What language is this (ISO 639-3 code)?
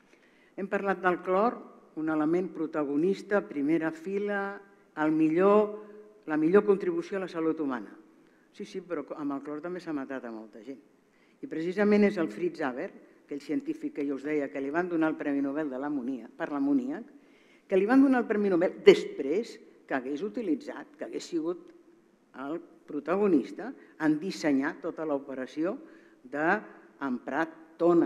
cat